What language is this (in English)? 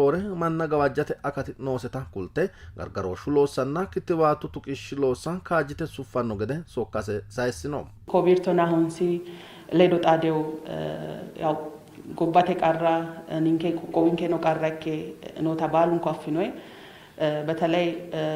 Sidamo